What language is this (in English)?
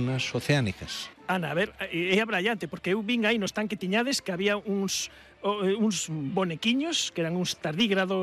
Galician